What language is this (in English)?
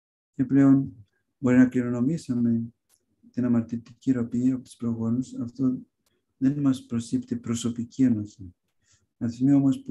Greek